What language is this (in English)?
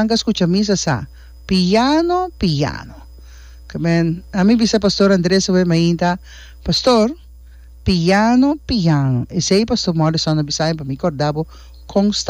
Papiamento